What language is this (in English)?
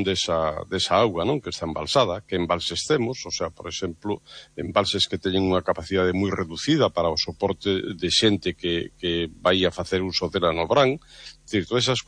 Galician